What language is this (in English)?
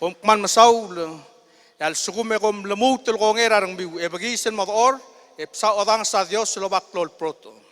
Palauan